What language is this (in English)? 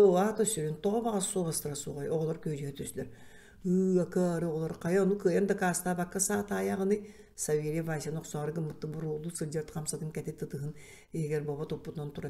Yakut